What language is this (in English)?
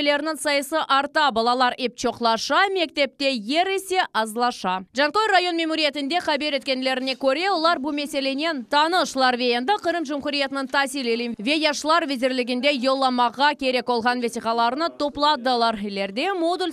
Crimean Tatar